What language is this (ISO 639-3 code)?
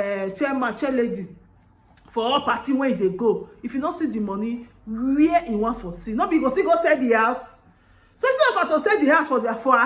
pcm